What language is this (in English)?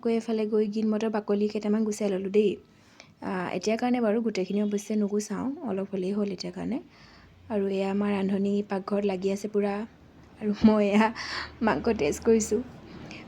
Assamese